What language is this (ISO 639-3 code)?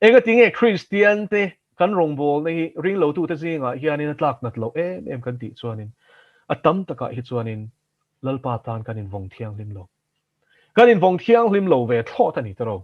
lus